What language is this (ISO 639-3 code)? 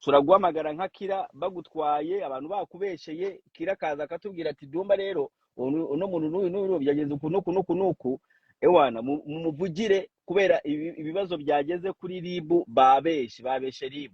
kin